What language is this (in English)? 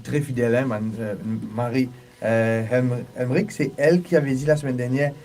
Morisyen